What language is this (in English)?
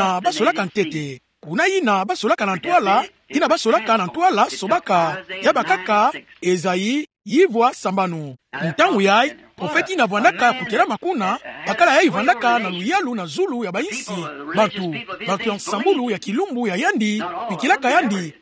Kituba (Democratic Republic of Congo)